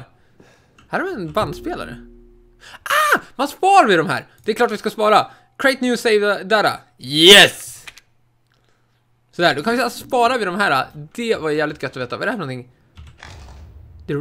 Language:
Swedish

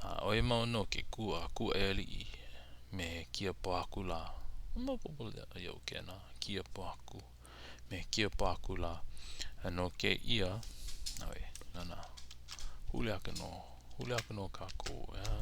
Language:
Hawaiian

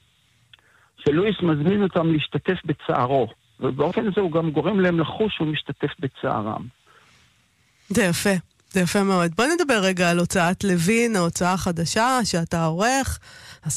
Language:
Hebrew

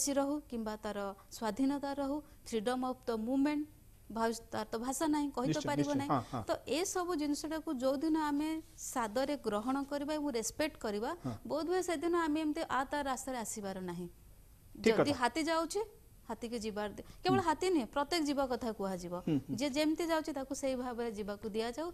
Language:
Odia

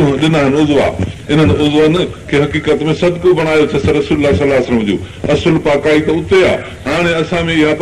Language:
Sindhi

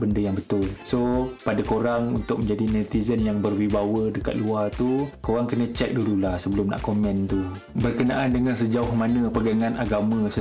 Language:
Malay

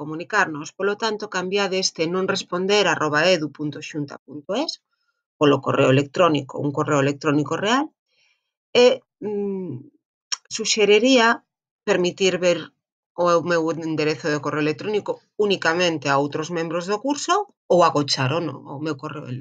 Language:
Galician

